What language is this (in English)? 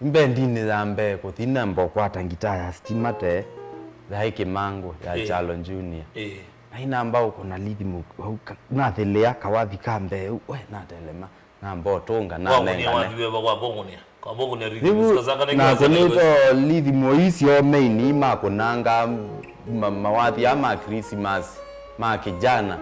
Kamba